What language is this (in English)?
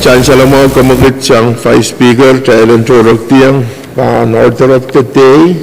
Pohnpeian